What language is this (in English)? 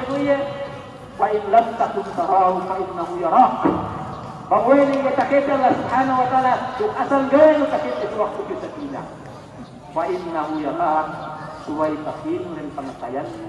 Yakan